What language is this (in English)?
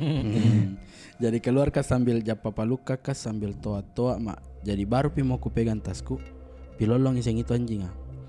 Makassar Malay